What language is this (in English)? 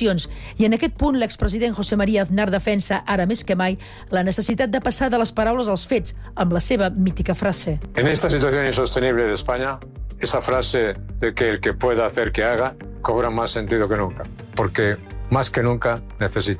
Catalan